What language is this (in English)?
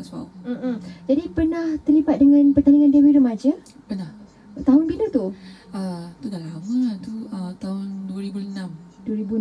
Malay